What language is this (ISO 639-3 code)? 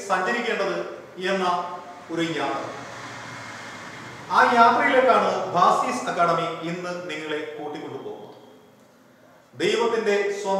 mal